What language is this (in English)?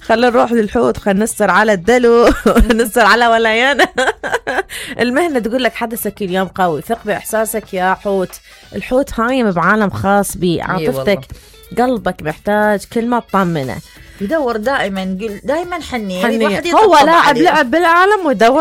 Mesopotamian Arabic